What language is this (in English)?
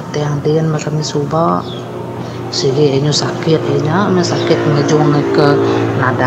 Iban